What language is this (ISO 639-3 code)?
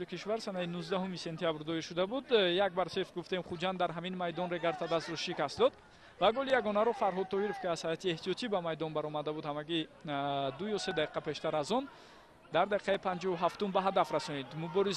tgk